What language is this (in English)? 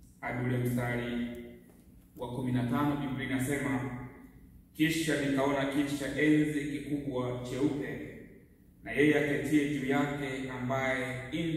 Swahili